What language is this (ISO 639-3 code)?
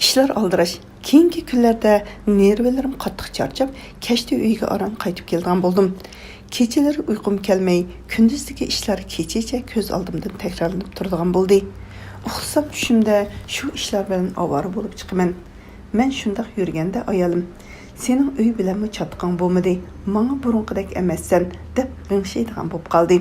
uig